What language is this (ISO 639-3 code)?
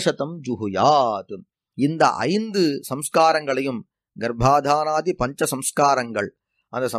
tam